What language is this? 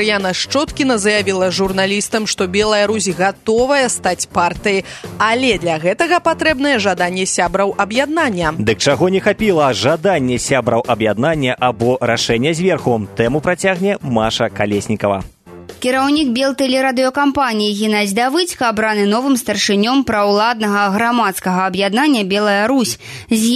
Belarusian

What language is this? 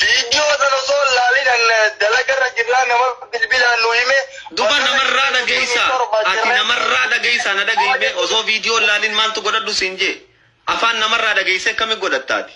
Oromo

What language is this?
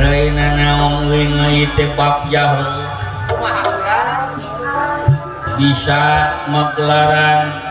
Sundanese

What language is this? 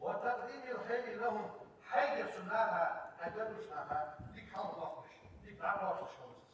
Ingush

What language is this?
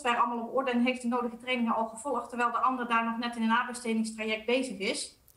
Dutch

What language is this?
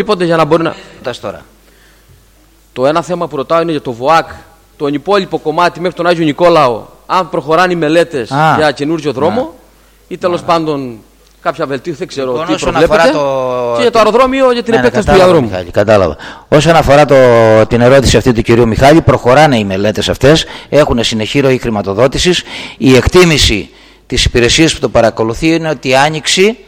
Greek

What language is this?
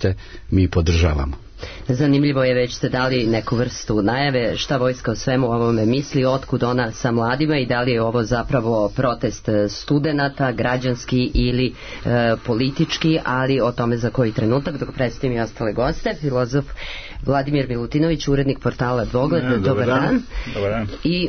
Serbian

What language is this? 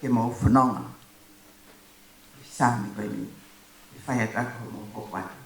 Tongan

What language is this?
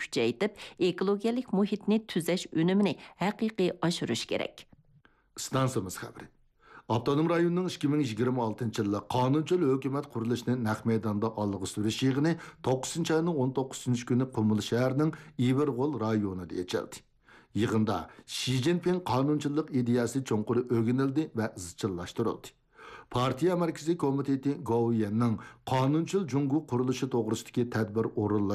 Uyghur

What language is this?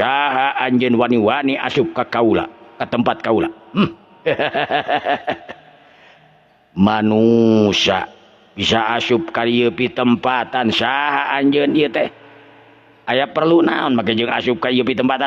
Sundanese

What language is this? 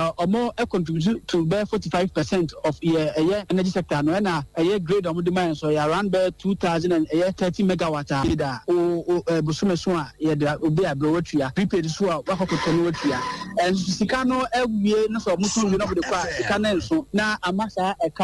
Akan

